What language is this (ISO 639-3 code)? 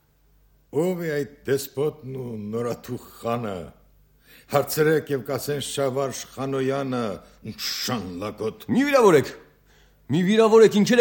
hye